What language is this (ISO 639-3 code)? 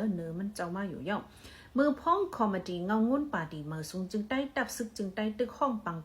shn